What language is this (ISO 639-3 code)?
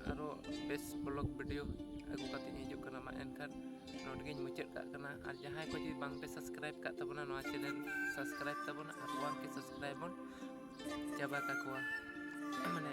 sat